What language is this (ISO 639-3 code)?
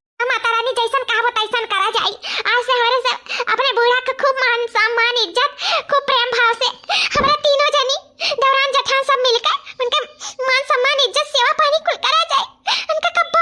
awa